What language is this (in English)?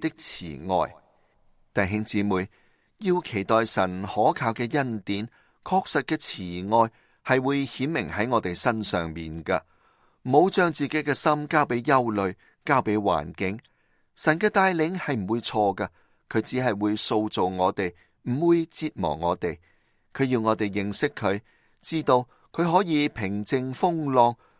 Cantonese